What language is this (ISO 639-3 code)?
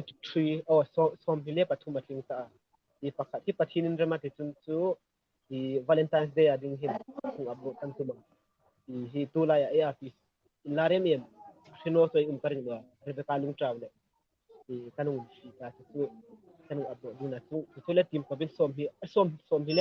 hmr